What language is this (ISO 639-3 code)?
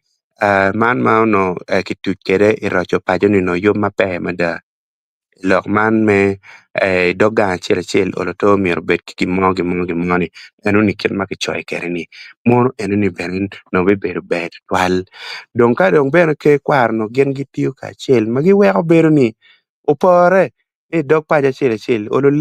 ach